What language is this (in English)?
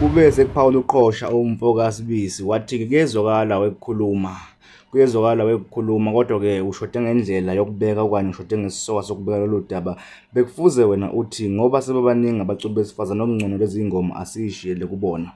Zulu